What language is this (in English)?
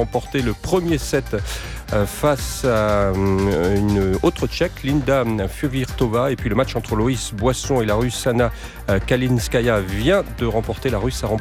French